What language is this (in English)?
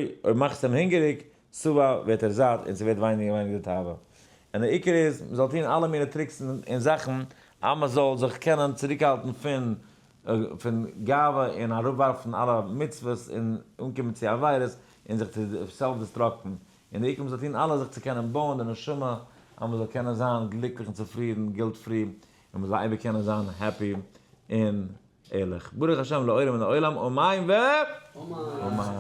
Yiddish